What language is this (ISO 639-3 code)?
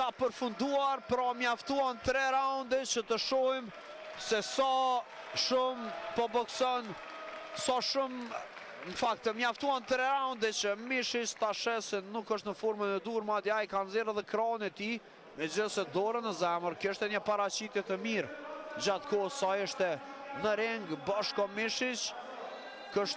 sqi